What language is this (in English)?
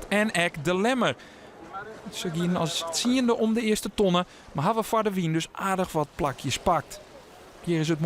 Western Frisian